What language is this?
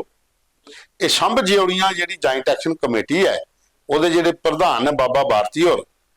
Dogri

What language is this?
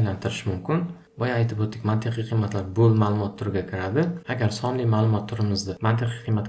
Uzbek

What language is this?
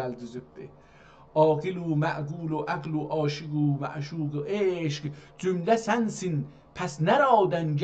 South Azerbaijani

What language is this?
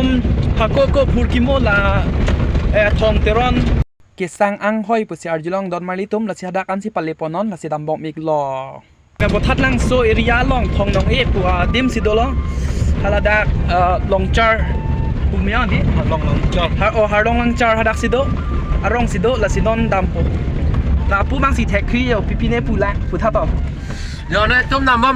Karbi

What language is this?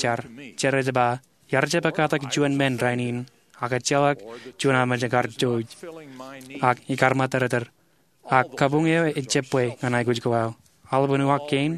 Marshallese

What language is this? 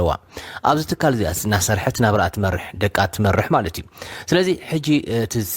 Tigrinya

